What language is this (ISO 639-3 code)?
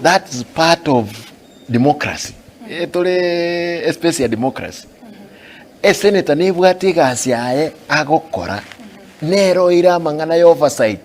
guz